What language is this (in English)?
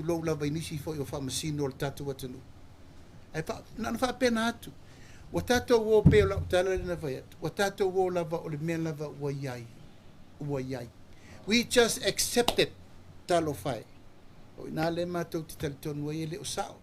Samoan